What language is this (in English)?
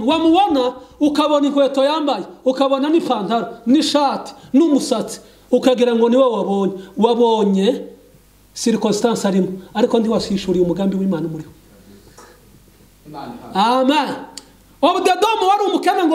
Kinyarwanda